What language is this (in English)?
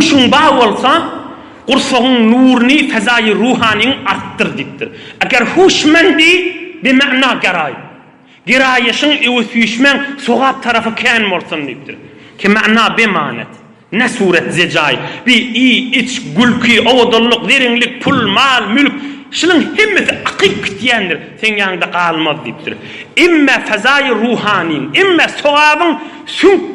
Turkmen